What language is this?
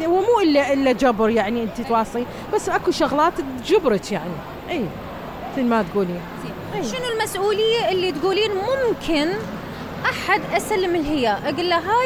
Mesopotamian Arabic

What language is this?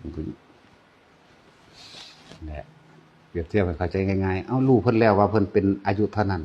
Northeastern Thai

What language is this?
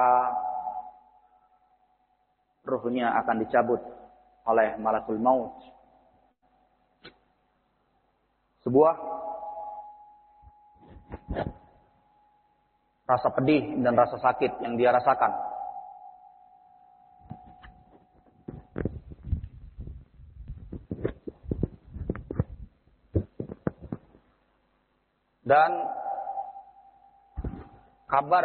Indonesian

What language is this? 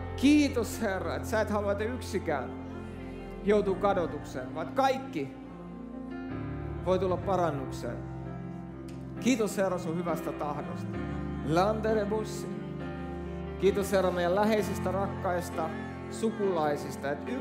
Finnish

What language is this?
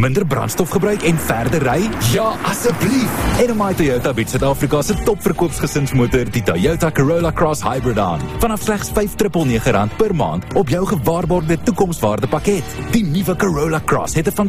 Afrikaans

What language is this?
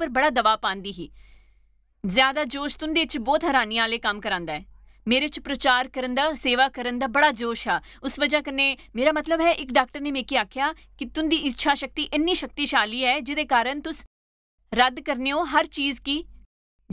Dogri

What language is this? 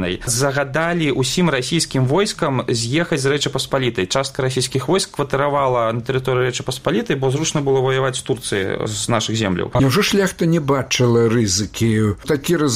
Belarusian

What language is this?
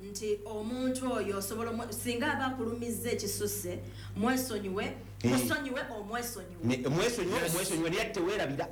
Ganda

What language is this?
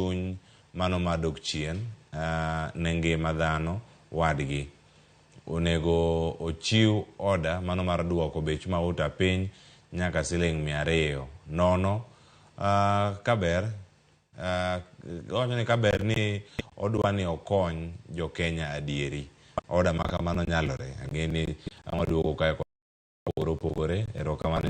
Luo (Kenya and Tanzania)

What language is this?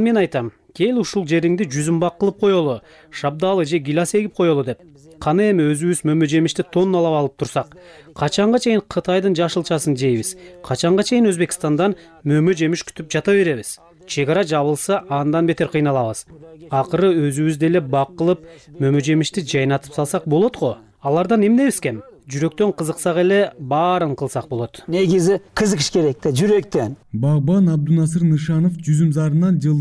Kyrgyz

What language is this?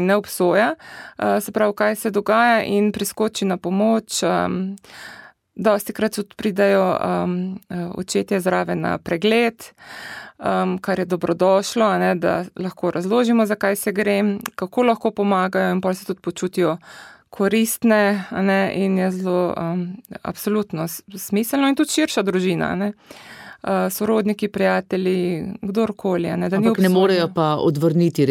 Slovenian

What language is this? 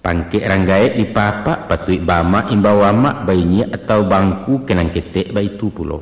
Minangkabau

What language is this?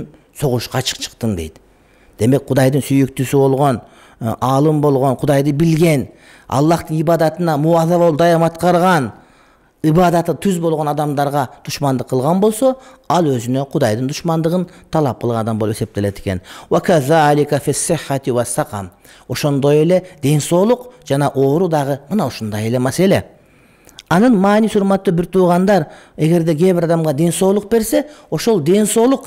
Kyrgyz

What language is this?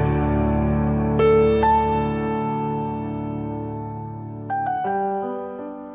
Romanian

